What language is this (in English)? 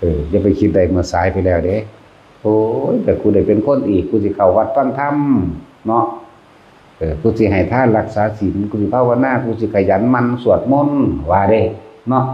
Northeastern Thai